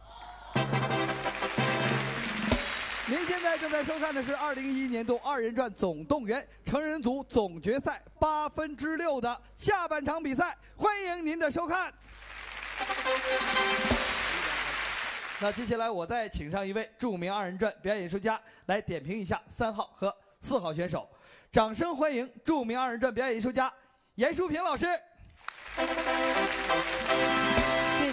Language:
Chinese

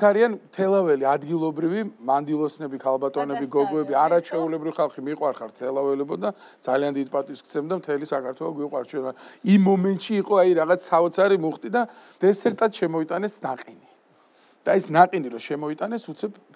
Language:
Georgian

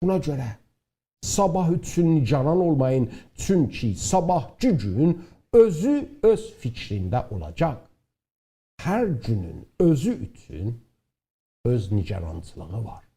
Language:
South Azerbaijani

